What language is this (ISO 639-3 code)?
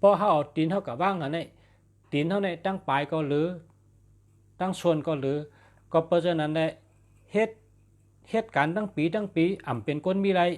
shn